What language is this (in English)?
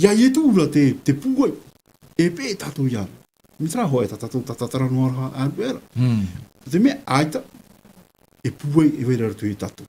Tahitian